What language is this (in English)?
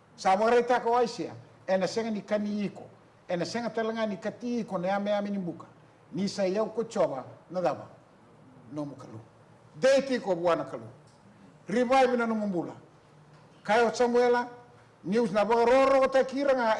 Fijian